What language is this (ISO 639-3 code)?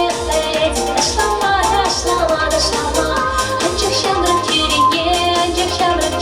chv